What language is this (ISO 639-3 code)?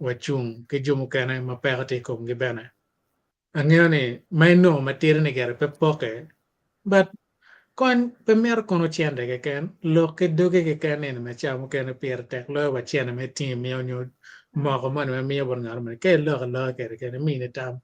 ach